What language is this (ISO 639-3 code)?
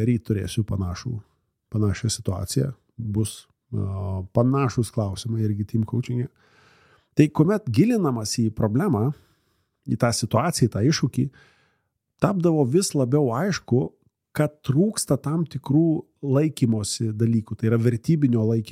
lit